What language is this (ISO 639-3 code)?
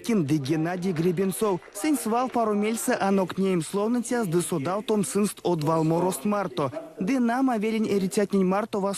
myv